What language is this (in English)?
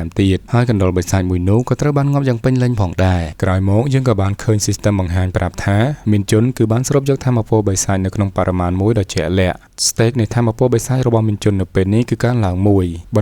Khmer